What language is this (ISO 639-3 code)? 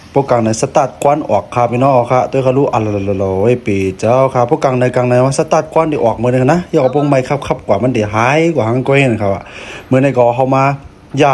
shn